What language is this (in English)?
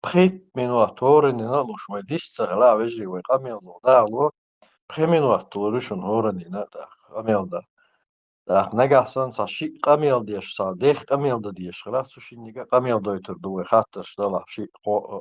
Chechen